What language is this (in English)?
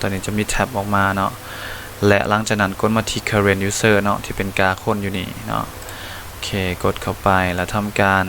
Lao